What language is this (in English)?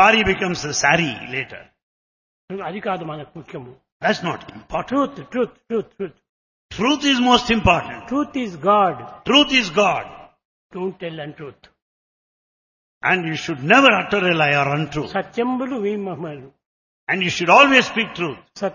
Telugu